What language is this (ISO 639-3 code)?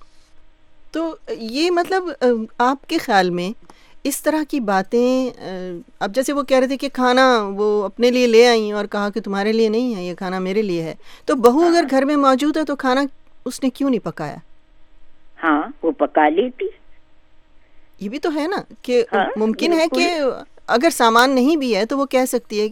urd